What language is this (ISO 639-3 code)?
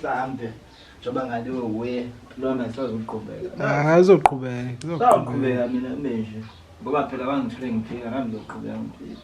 zul